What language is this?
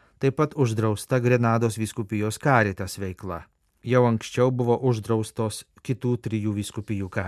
Lithuanian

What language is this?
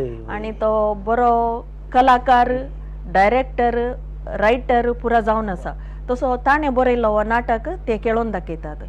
Konkani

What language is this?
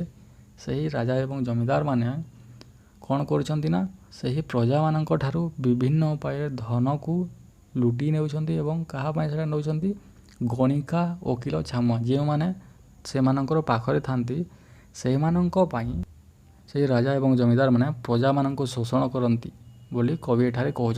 Odia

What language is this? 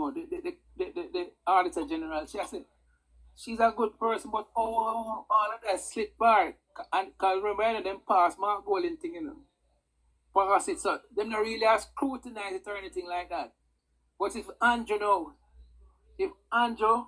Jamaican Creole English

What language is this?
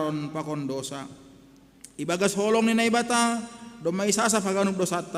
Batak Simalungun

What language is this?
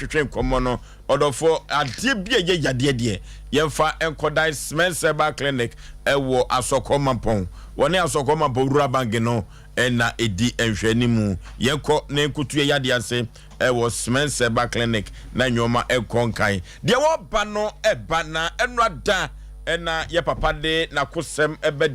Akan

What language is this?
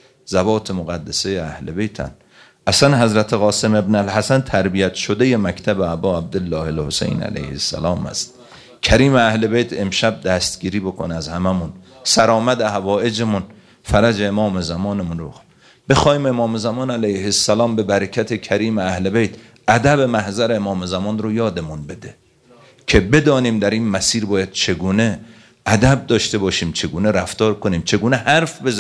Persian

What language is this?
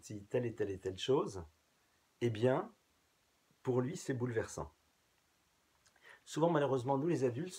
French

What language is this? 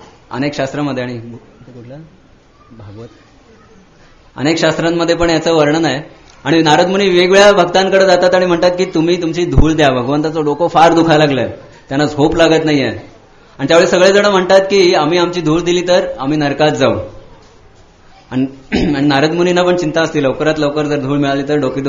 Marathi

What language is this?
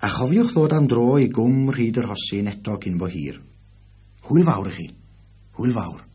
Welsh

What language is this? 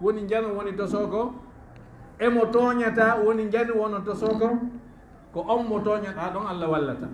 Fula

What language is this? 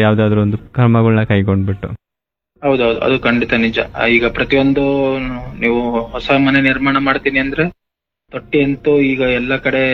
Kannada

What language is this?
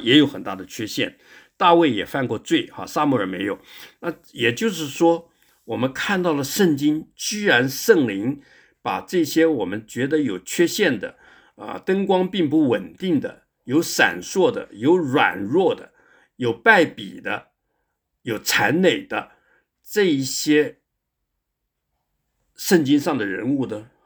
Chinese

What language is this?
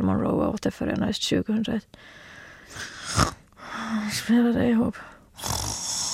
Swedish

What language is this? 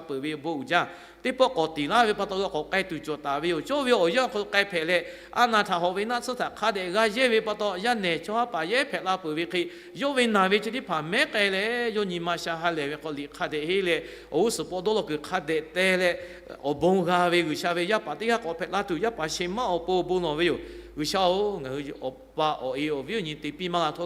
Lahu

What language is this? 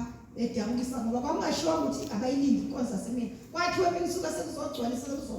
Zulu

